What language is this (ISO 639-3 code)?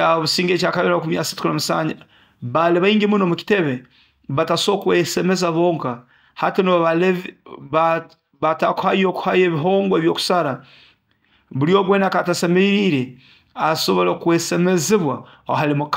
nyo